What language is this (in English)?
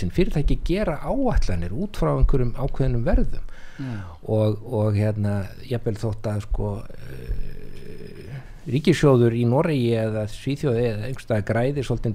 Icelandic